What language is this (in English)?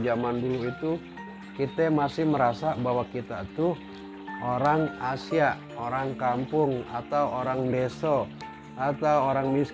Betawi